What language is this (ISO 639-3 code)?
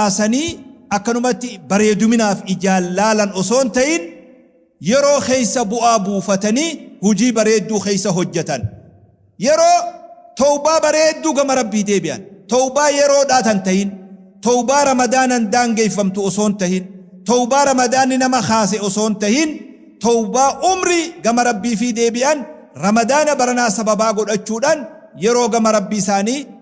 orm